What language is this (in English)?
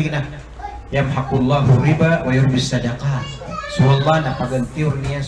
Maranao